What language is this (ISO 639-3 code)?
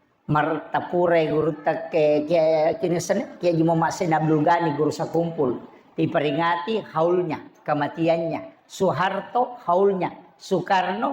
bug